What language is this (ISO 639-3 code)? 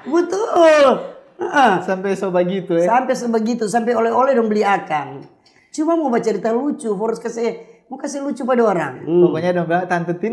xmm